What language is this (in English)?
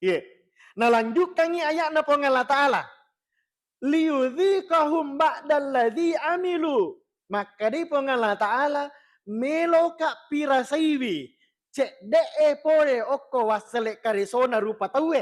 Buginese